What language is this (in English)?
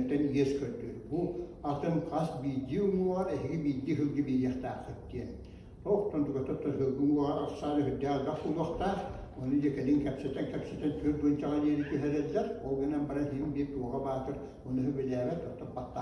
Yakut